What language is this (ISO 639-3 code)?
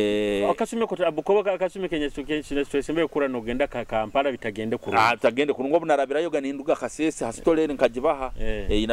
nyo